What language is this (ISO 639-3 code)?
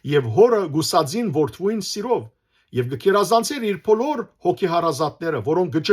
hyw